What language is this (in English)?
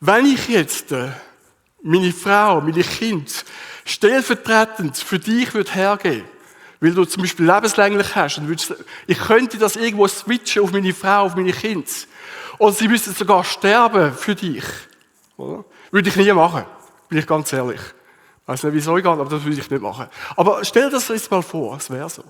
Swiss German